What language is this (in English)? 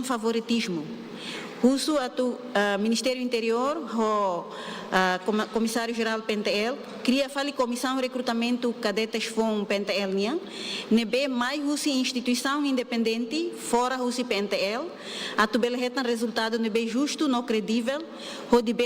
Tetum